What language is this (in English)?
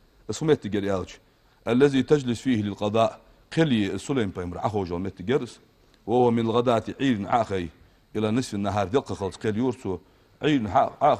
Ingush